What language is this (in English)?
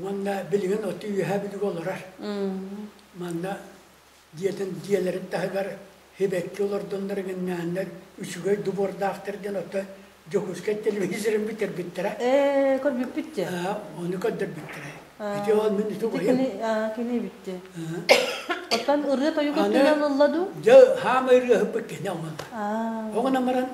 Yakut